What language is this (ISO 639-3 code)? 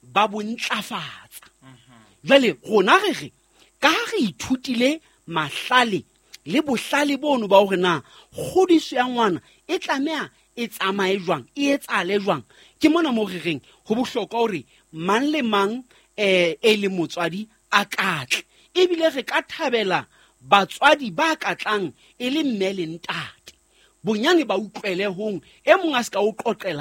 sot